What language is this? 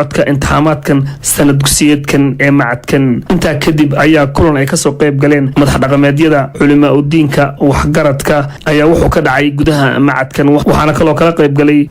Somali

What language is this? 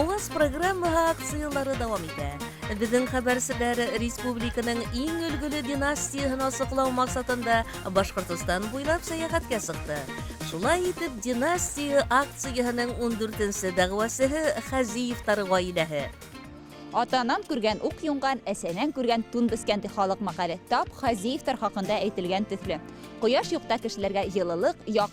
Bashkir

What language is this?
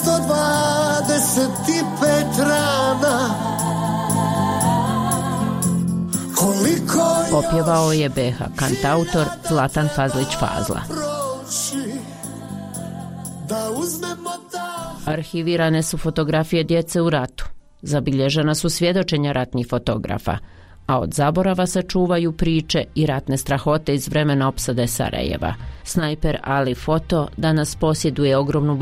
Bosnian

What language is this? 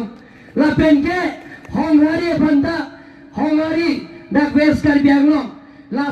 Karbi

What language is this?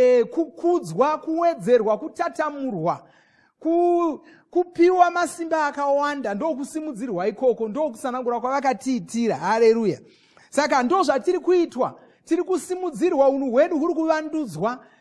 Shona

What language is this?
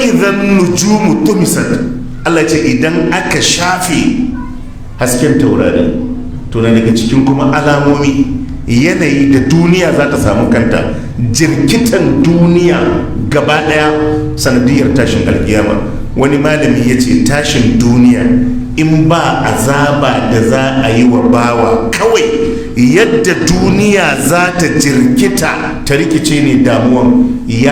Hausa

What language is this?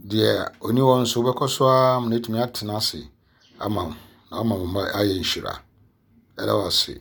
Akan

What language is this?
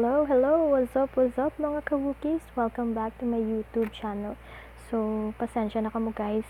Hiligaynon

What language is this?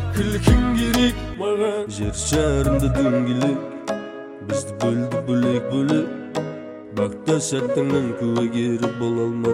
Kazakh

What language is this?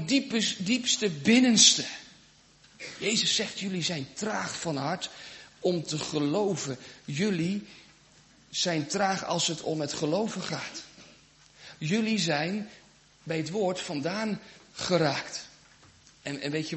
Dutch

